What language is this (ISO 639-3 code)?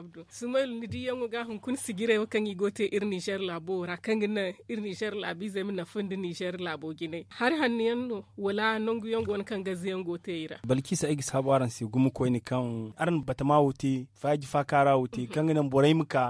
dje